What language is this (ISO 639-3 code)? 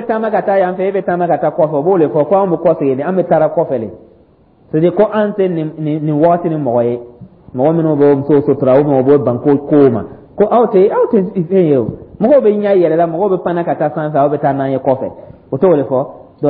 dyu